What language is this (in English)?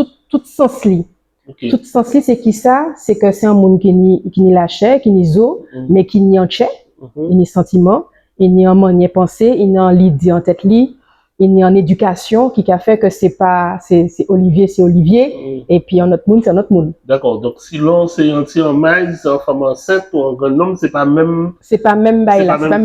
Guadeloupean Creole French